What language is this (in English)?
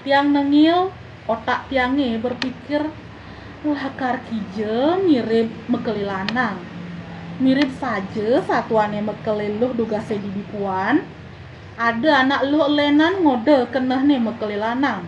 Balinese